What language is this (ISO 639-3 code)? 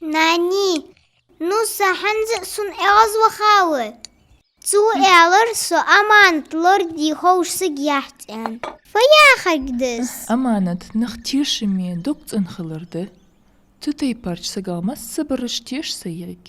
inh